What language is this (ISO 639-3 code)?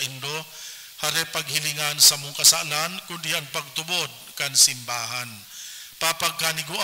bik